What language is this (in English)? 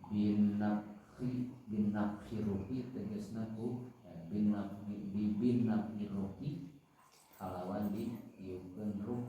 Sundanese